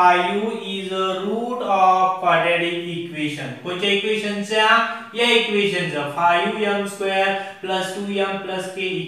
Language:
Marathi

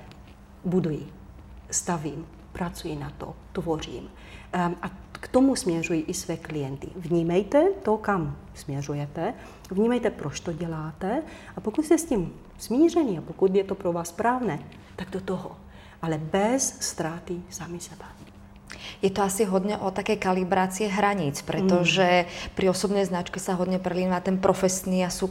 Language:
Czech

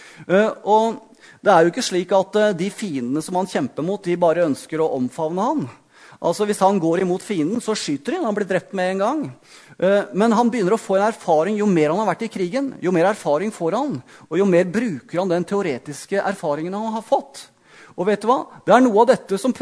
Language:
Norwegian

